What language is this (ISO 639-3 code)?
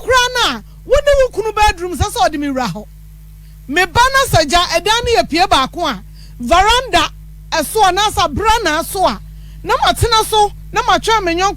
aka